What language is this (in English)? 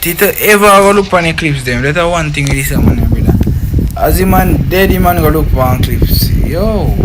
Jamaican Creole English